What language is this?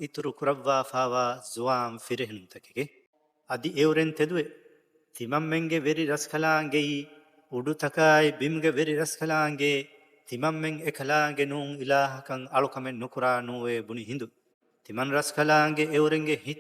Divehi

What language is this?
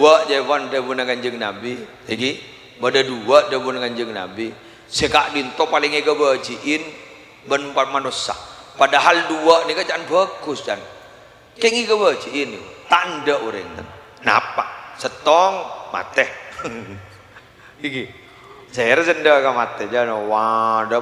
Madurese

